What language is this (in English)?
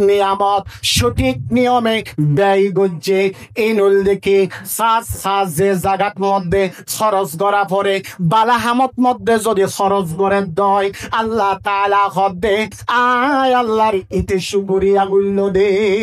Rohingya